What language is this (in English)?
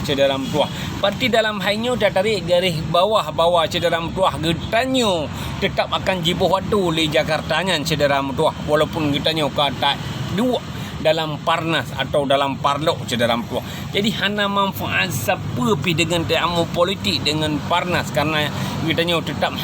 Achinese